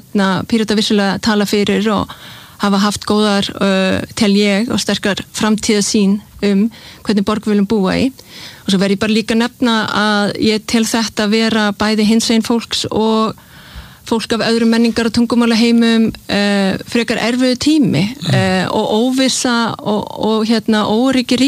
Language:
Icelandic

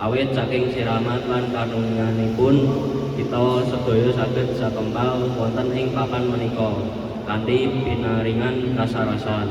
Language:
Javanese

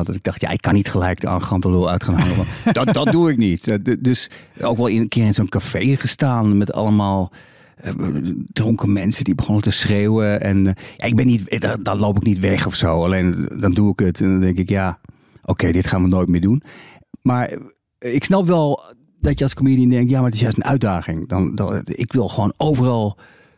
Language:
Dutch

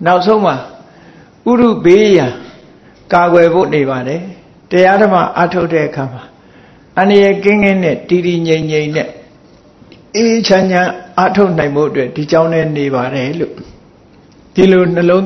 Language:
Burmese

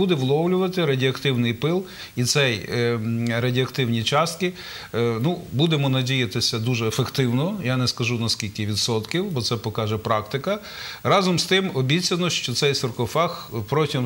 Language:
Ukrainian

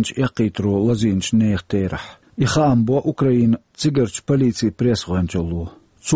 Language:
Chechen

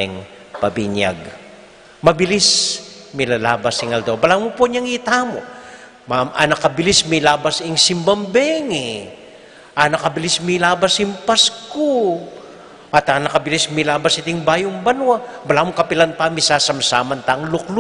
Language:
Pampanga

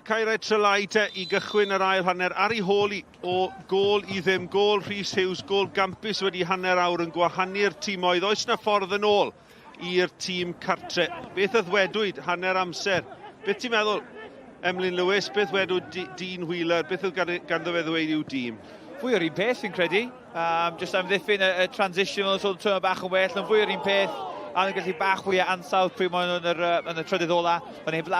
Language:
Welsh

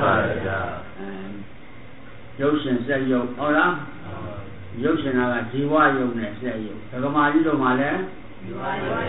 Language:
Burmese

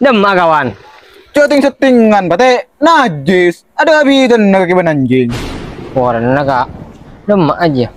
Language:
Madurese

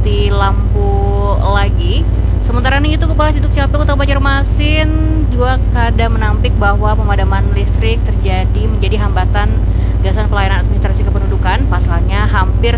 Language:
Banjar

